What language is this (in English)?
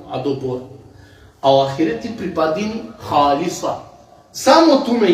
Balkan Romani